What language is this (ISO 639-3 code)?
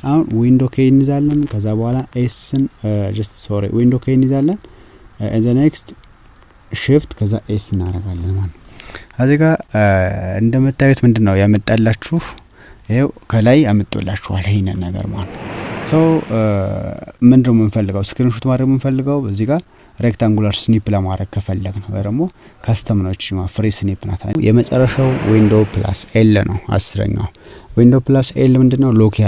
amh